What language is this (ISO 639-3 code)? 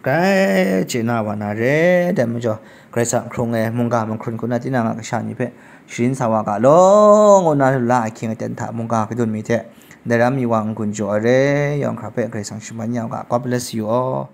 kac